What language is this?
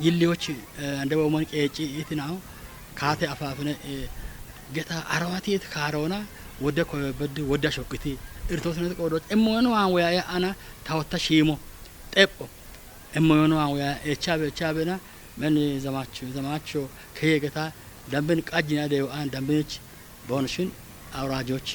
Kafa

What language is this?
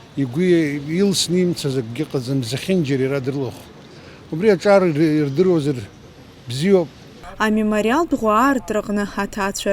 Abkhazian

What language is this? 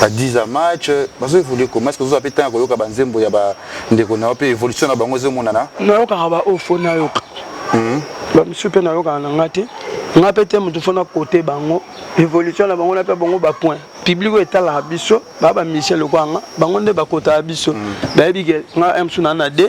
Lingala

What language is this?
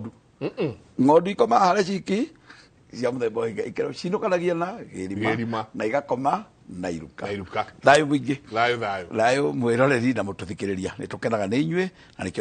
Kikuyu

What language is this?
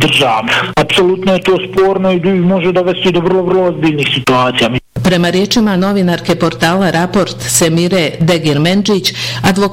Bosnian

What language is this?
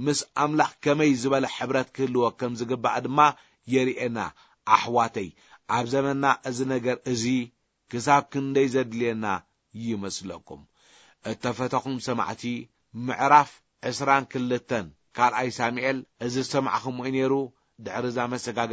Tigrinya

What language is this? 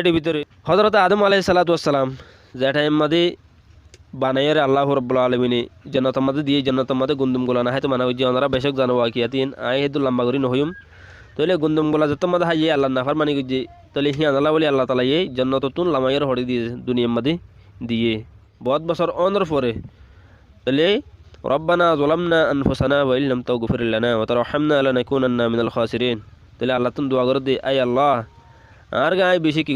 Rohingya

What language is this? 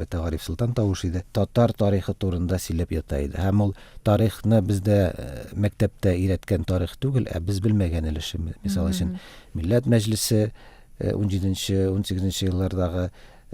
Tatar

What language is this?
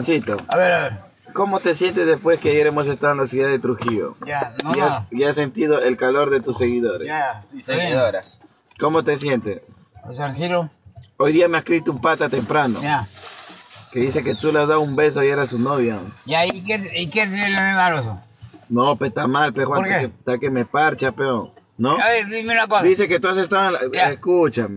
Spanish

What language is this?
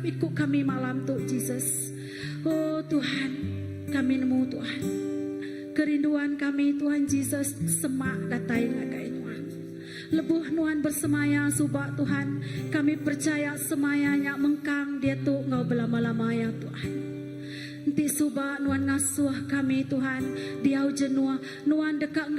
Iban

